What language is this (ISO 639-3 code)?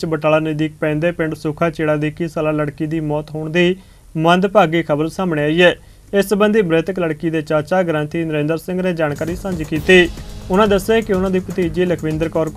pan